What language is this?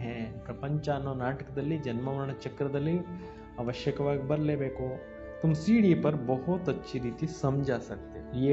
Kannada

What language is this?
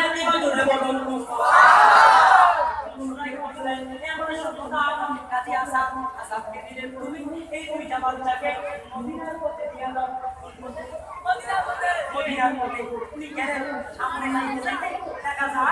Bangla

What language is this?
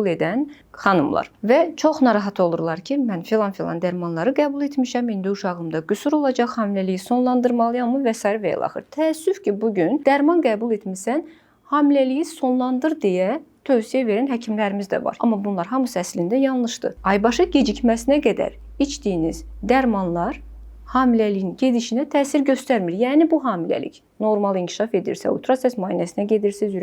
Azerbaijani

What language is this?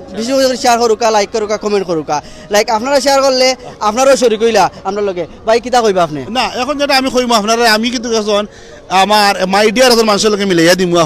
Sylheti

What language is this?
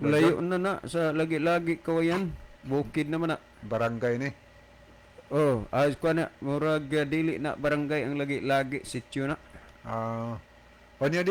Cebuano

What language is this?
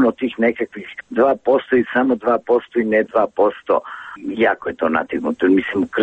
Serbian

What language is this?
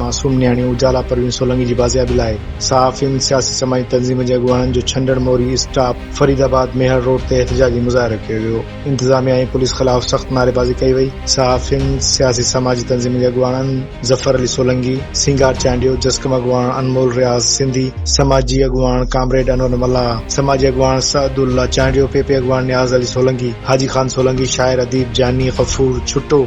Sindhi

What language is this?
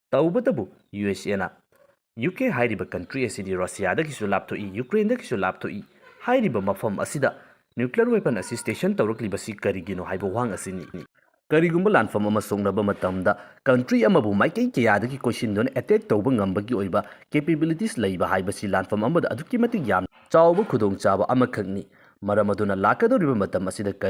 Manipuri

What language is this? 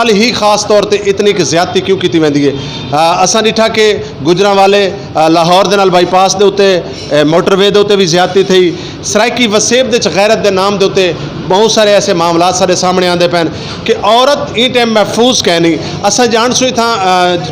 Saraiki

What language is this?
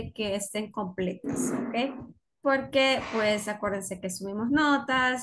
Spanish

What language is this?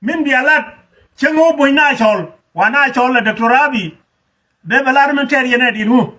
Nuer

